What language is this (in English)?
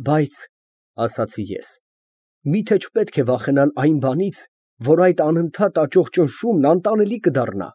Armenian